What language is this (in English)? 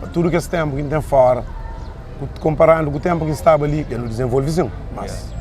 Kabuverdianu